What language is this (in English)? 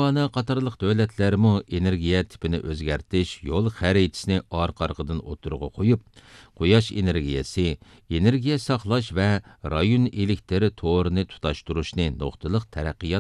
Uyghur